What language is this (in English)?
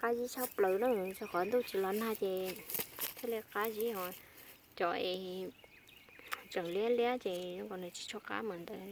Hmong